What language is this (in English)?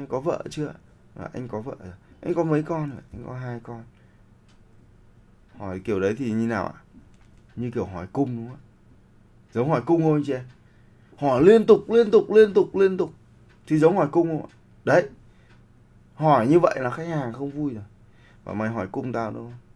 Vietnamese